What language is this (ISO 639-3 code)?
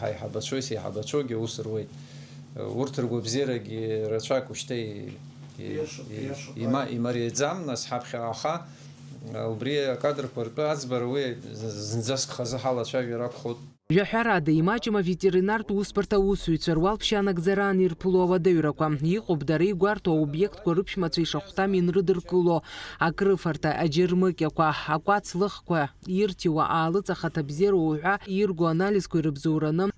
abk